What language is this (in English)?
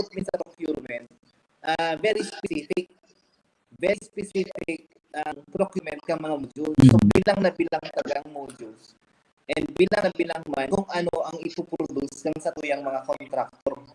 Bikol